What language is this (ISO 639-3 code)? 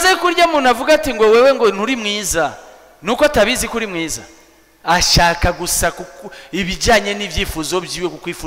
run